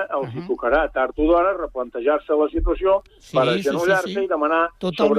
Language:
Catalan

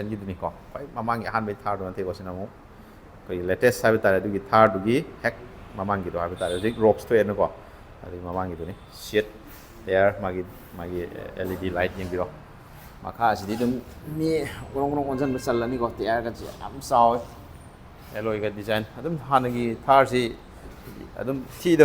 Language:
Manipuri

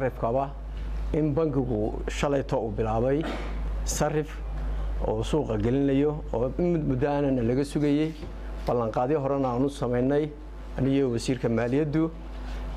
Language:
Somali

